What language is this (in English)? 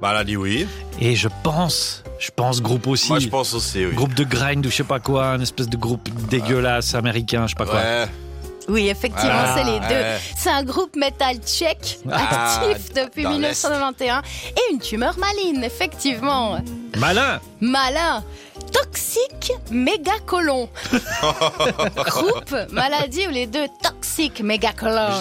French